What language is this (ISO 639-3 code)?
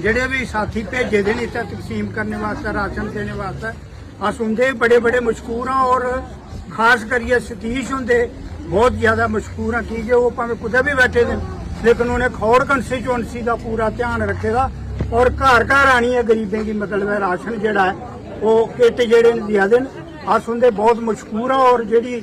doi